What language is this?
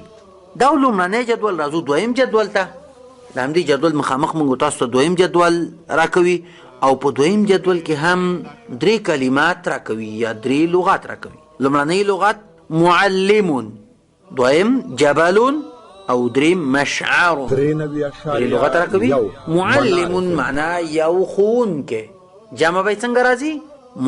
Pashto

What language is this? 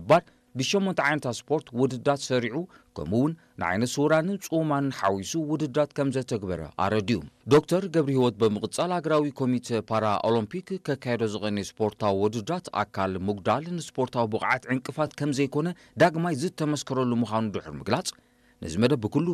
Tigrinya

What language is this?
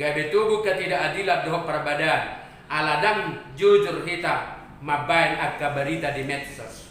Batak Toba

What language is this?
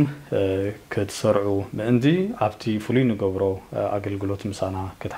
Tigrinya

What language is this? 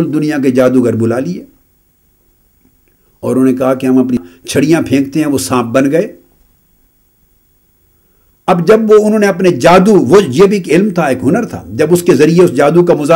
Urdu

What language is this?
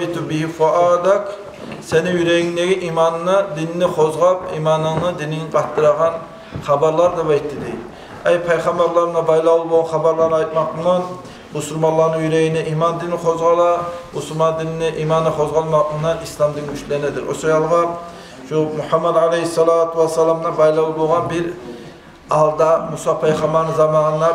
Kumyk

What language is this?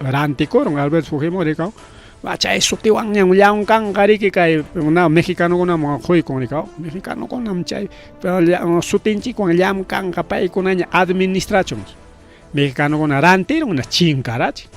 Ayacucho Quechua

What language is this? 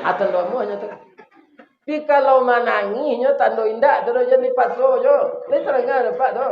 Minangkabau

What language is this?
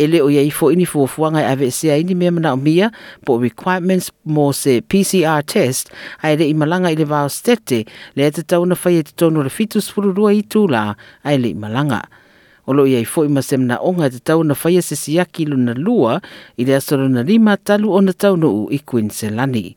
Samoan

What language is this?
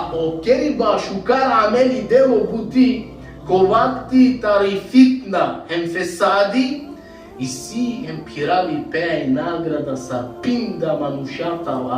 Balkan Romani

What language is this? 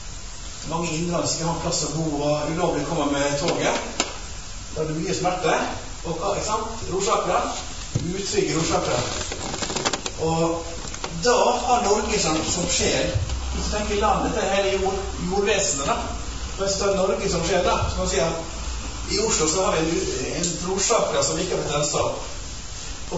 Norwegian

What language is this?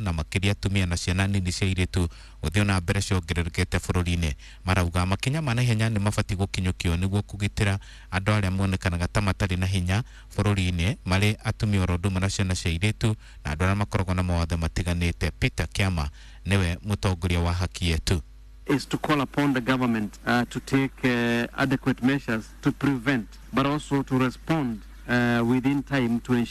Kikuyu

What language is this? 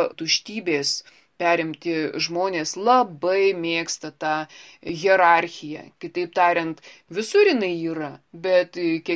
Lithuanian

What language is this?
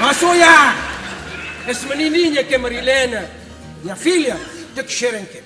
Kabuverdianu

